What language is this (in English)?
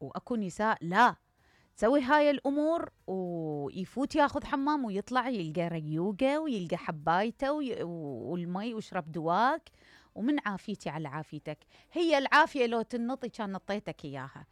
Mesopotamian Arabic